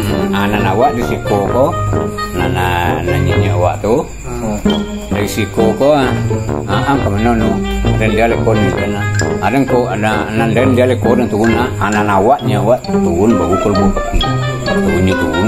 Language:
Minangkabau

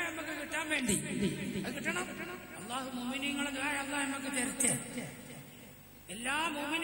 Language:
Malayalam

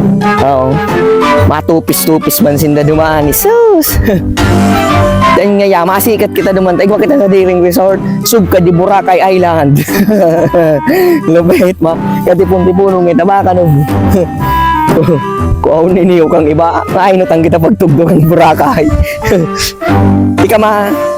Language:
Bikol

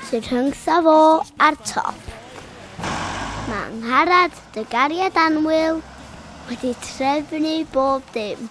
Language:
Welsh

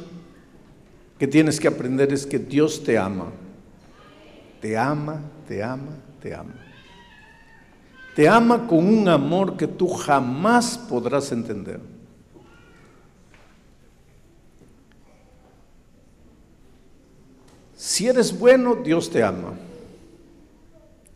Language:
Spanish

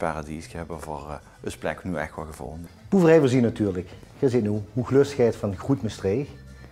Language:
Limburgish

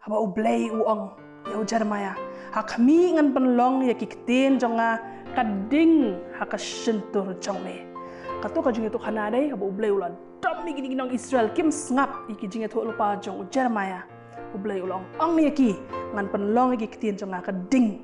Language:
Khasi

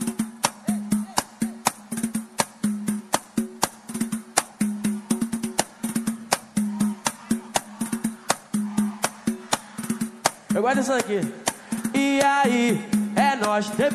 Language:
Portuguese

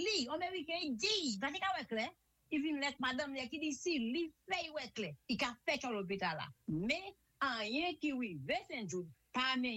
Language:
Saint Lucian Creole French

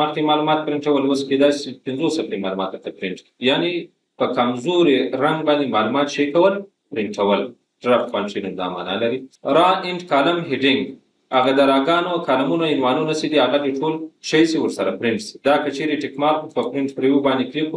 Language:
Pashto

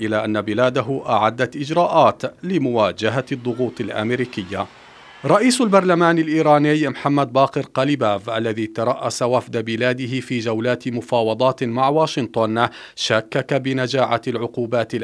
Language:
Arabic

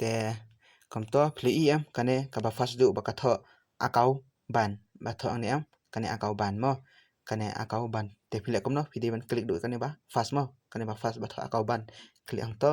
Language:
Khasi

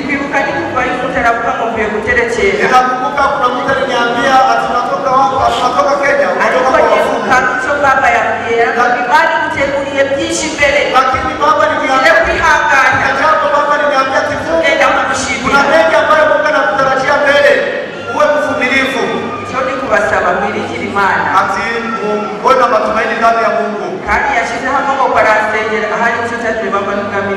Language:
Kinyarwanda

